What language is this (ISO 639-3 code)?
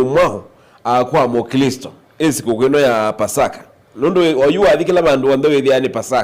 kam